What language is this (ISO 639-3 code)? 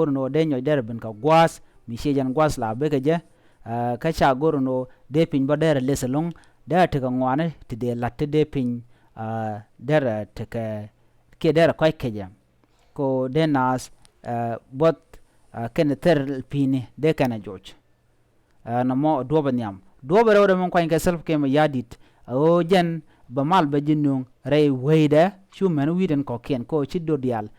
nus